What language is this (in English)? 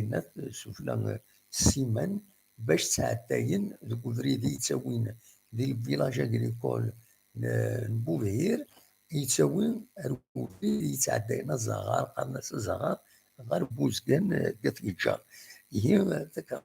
Kabyle